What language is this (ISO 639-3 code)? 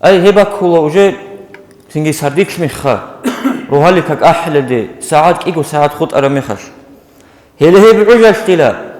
ava